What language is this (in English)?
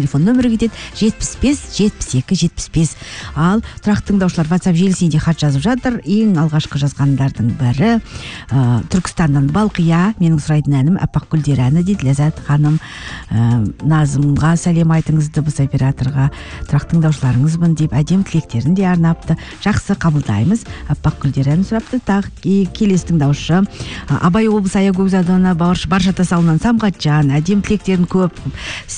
Kazakh